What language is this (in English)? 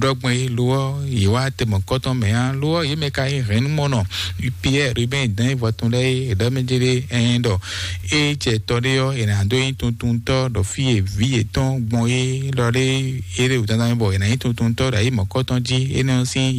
Fon